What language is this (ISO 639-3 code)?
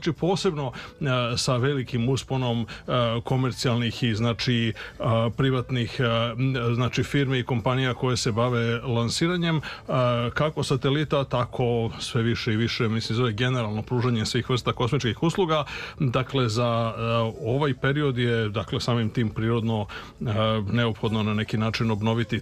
srp